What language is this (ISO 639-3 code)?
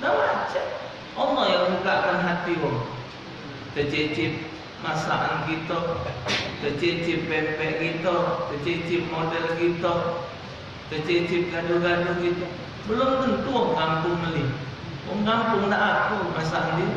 mui